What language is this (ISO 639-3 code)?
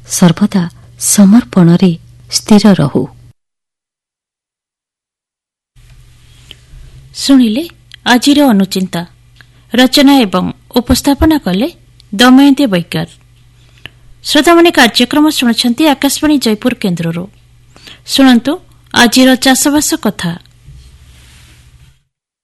ori